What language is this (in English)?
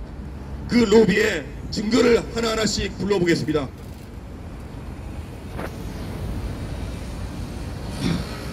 Korean